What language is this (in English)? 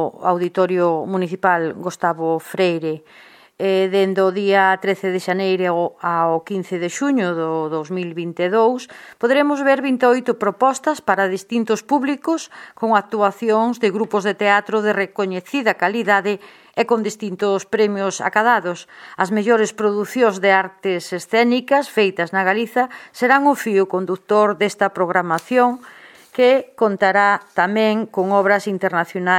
Galician